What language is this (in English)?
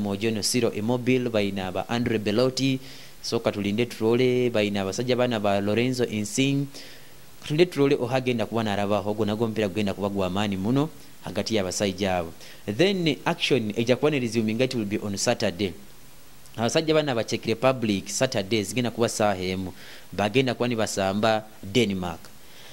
Nyoro